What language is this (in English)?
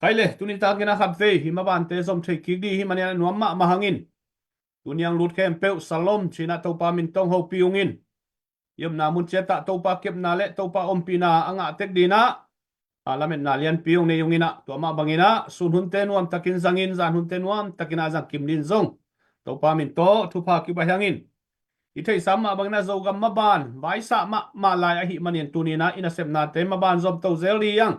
Tedim Chin